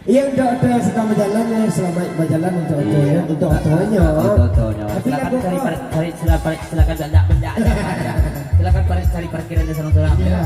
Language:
Minangkabau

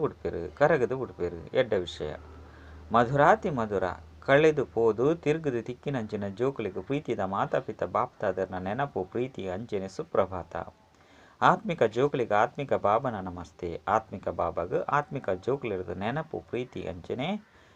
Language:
Tulu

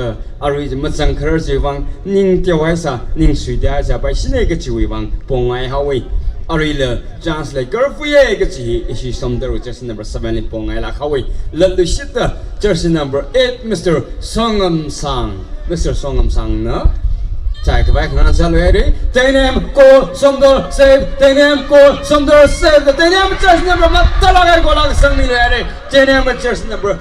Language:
Tangkhul Naga (India)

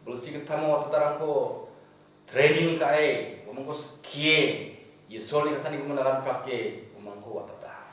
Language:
Garo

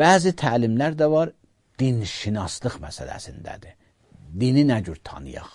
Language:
Azerbaijani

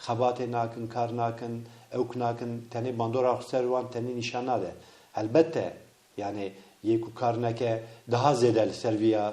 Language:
Kurdish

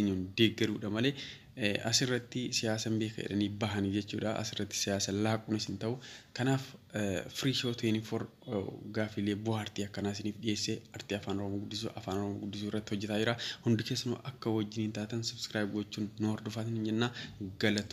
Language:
Oromo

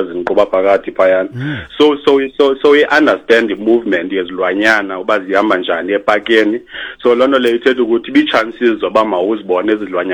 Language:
Xhosa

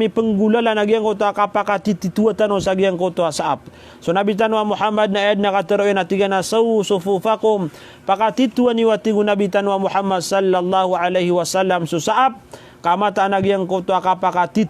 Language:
Maranao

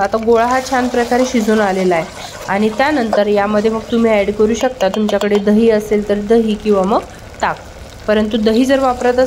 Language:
Marathi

